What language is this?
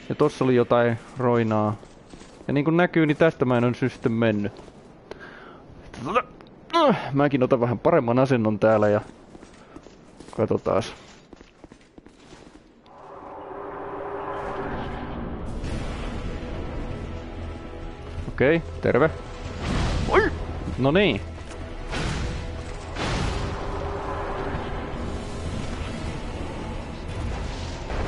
Finnish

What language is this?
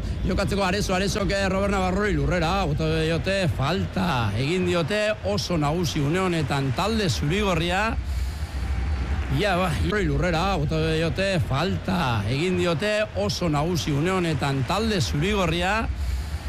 Basque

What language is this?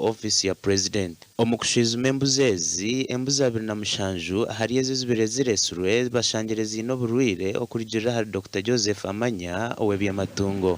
Nyankole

